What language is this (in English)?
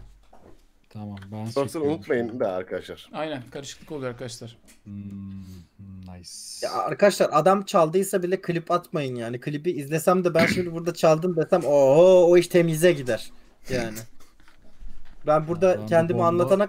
Turkish